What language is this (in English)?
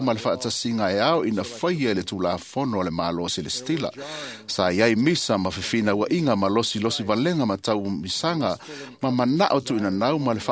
Samoan